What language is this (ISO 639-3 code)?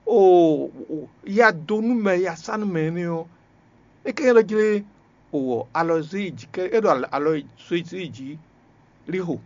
fon